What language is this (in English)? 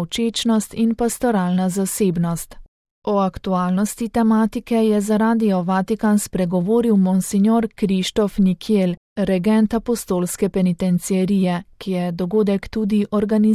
Slovenian